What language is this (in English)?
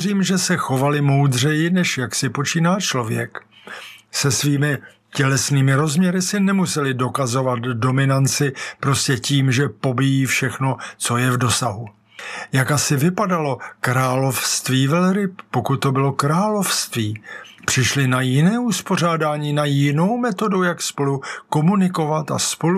Czech